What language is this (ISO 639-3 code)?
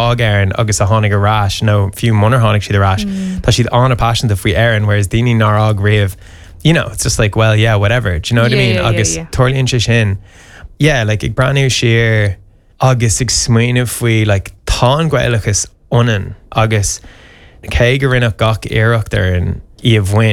gle